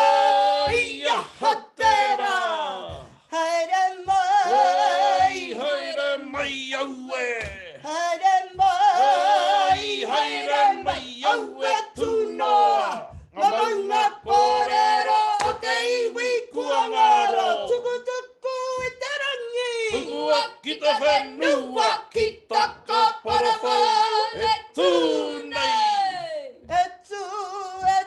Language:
Māori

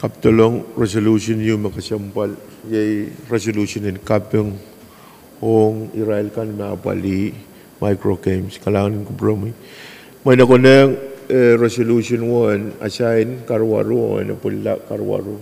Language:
Pohnpeian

